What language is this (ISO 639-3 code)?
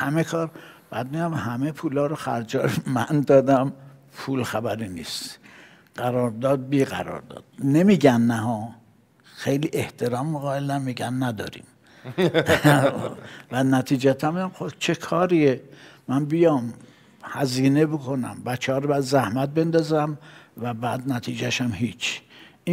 fas